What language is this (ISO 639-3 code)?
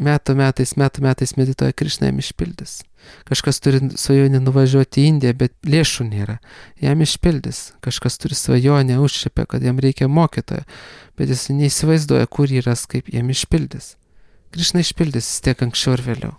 lit